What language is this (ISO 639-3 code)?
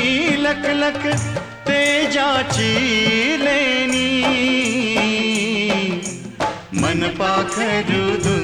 mar